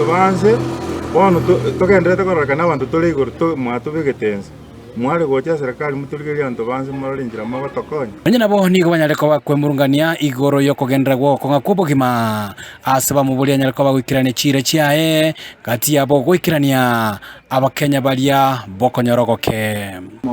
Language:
Gusii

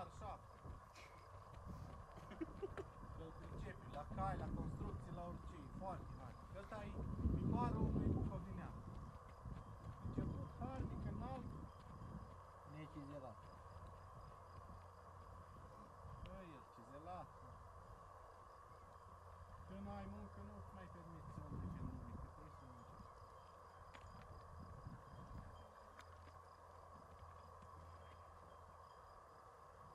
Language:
Romanian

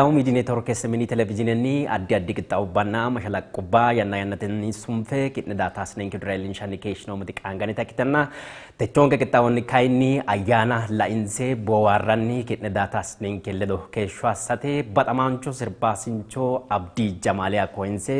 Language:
Sidamo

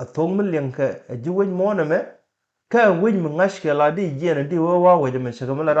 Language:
Nuer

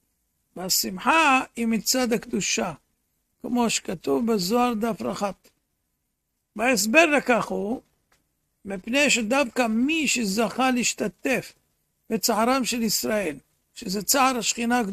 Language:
Hebrew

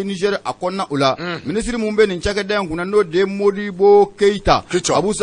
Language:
Bambara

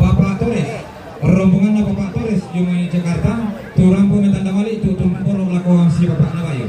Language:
Toraja-Sa'dan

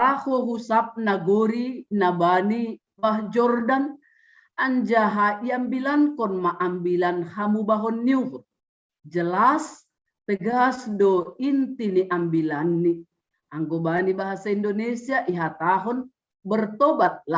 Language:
Batak Simalungun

